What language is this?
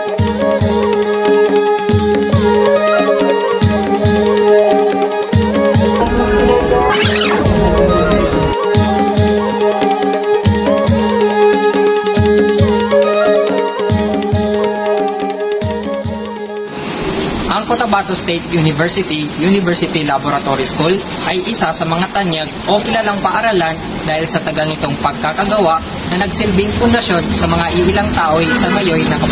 Filipino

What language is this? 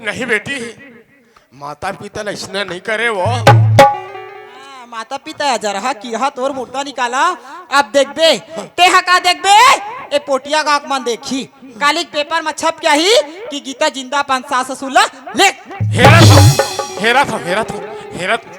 Chhattisgarhi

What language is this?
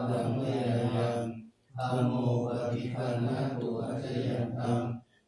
Pali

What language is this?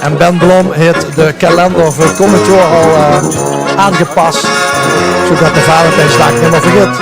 Limburgish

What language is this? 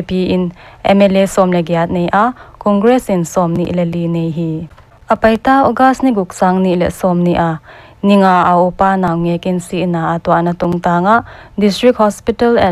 Paite Chin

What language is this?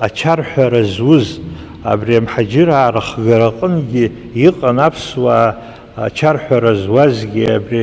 Abkhazian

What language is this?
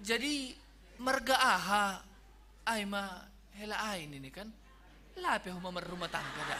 Batak Simalungun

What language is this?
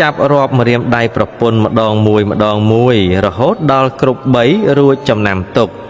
Khmer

